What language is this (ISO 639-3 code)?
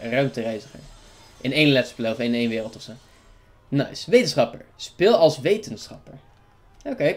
nld